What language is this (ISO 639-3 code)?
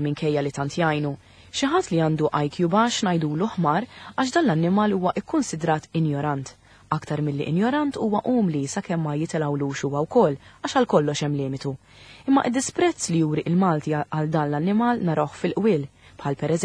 mlt